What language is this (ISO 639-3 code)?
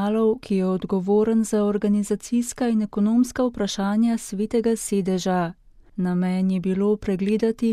slv